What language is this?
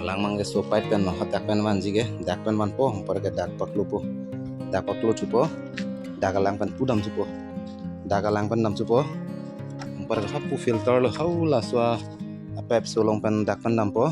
Karbi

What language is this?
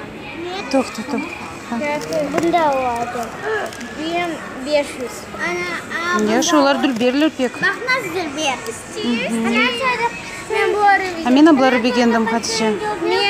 Crimean Tatar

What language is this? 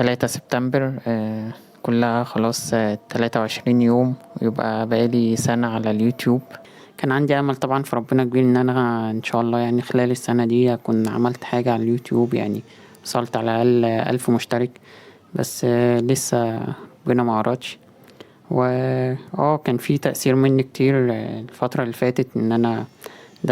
Egyptian Arabic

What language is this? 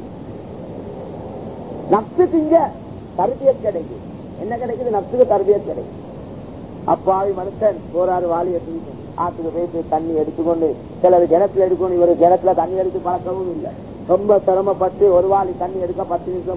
Tamil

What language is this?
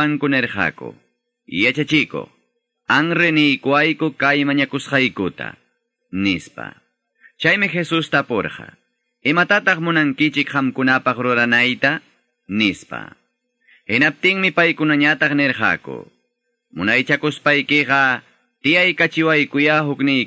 Ayacucho Quechua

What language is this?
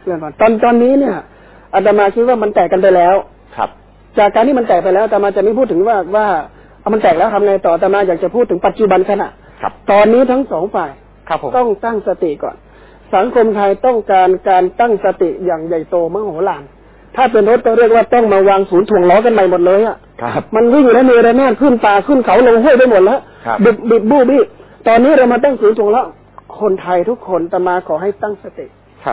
Thai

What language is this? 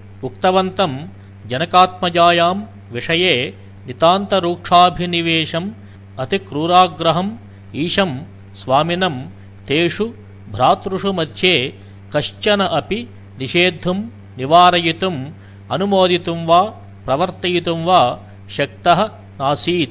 Sanskrit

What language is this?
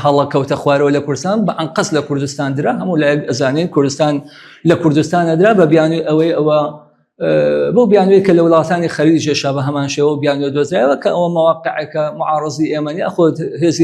Central Kurdish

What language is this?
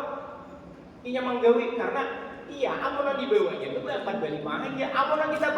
Banjar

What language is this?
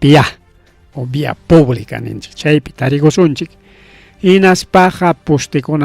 Ayacucho Quechua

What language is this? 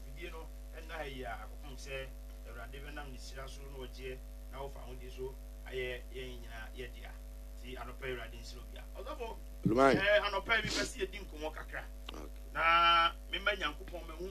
Akan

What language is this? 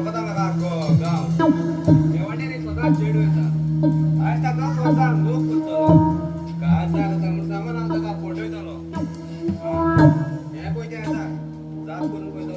Konkani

